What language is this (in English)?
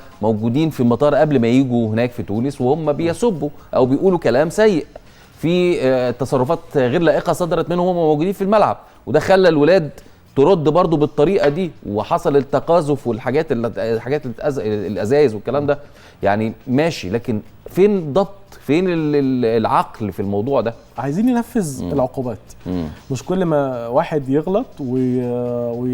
Egyptian Arabic